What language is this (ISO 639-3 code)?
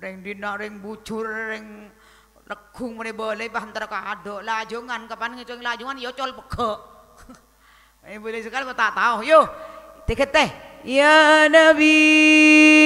mad